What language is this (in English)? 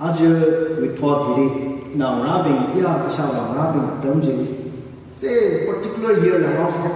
Tangkhul Naga (India)